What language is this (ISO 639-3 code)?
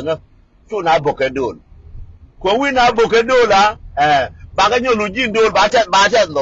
nus